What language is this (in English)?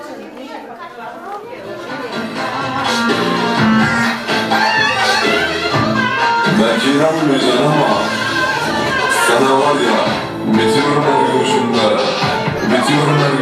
Turkish